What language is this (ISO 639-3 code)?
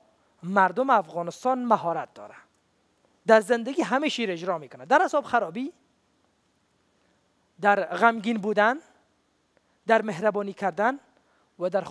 fas